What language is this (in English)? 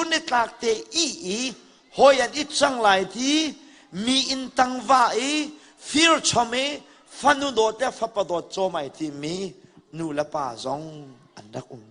Hakha Chin